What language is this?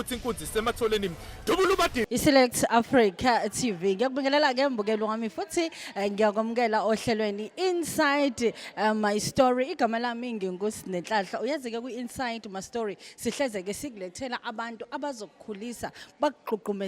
Zulu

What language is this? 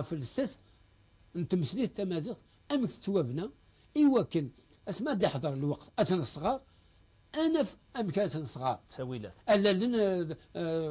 Kabyle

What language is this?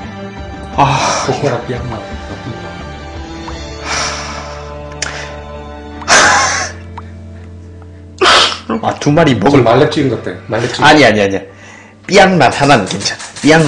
Korean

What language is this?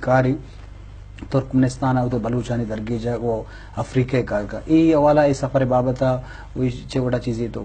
Eastern Balochi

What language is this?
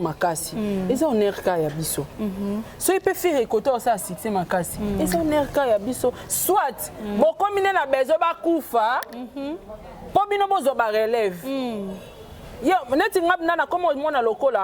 Lingala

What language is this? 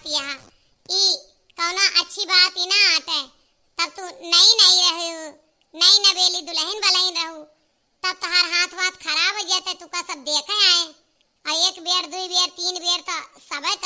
Awadhi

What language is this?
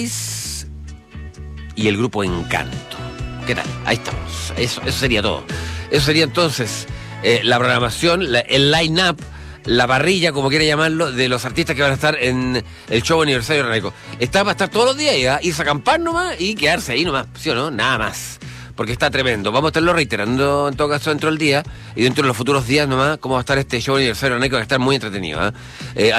Spanish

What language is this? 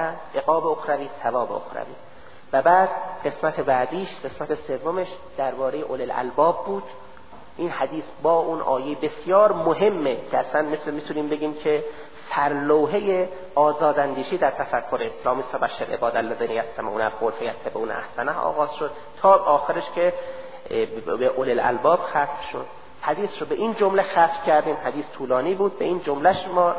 Persian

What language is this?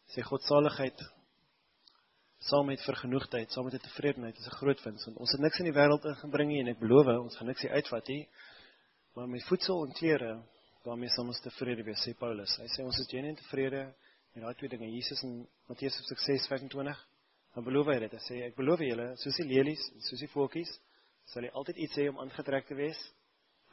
Afrikaans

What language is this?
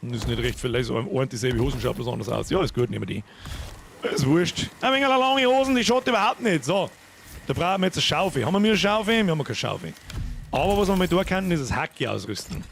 Bavarian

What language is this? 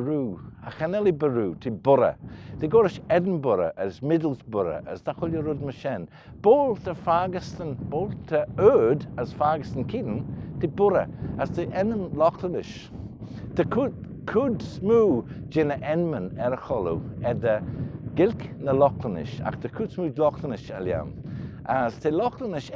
Manx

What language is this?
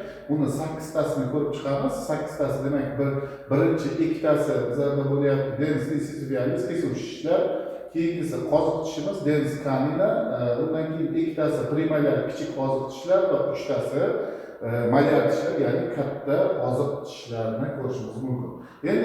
Uzbek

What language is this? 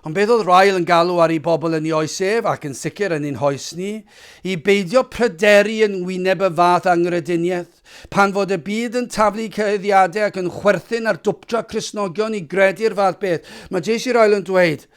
Welsh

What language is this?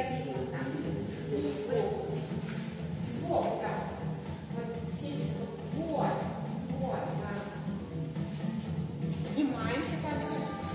Russian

